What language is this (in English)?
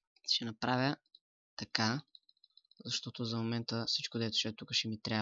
Bulgarian